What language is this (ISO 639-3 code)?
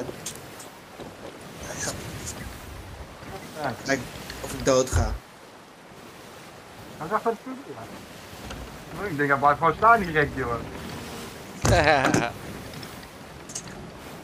nld